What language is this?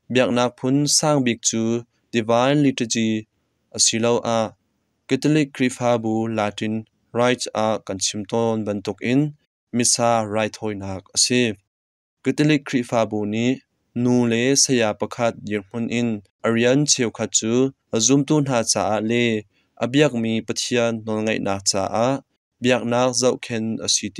Hakha Chin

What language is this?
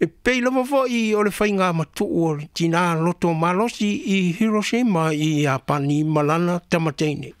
Samoan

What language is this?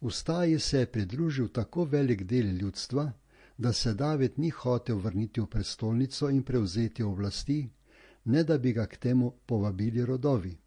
Slovenian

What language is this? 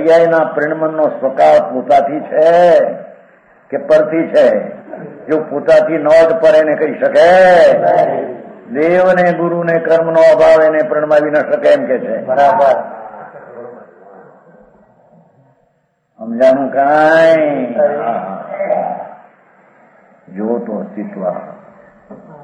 Gujarati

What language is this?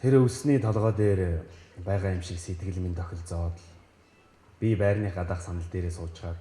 Mongolian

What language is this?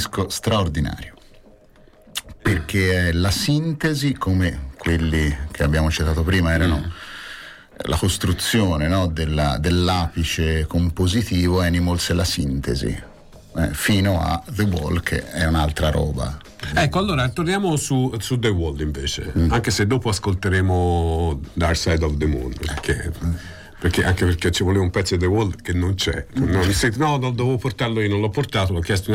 Italian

